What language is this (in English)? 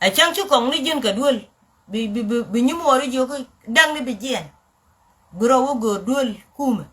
Nuer